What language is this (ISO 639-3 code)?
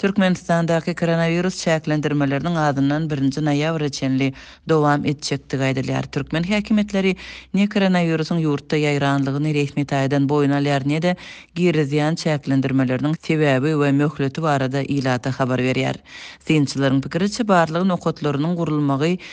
tuk